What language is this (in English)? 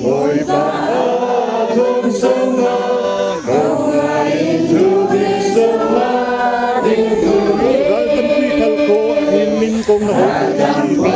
Falam Chin